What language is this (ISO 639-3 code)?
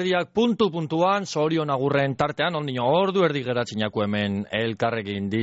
eus